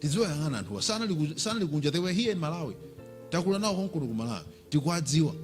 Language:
Nyanja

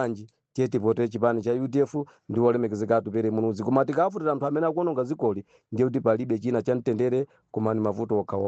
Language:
Nyanja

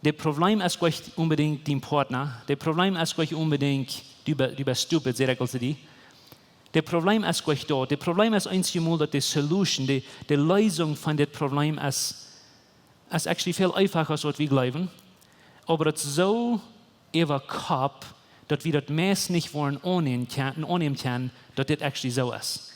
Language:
Plautdietsch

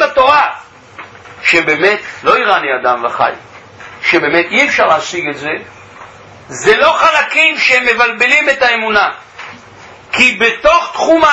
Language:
Hebrew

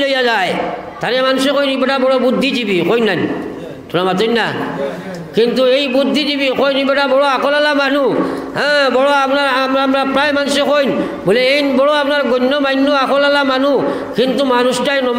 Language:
Sylheti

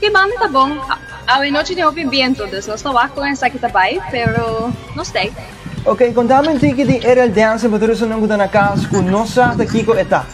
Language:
Papiamento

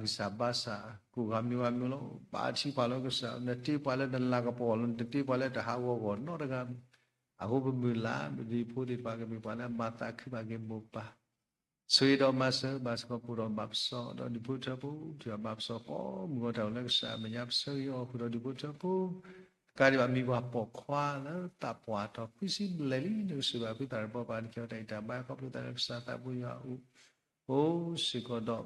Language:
S'gaw Karen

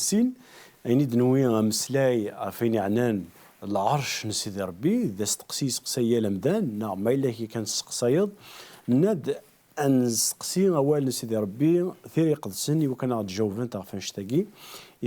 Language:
Kabyle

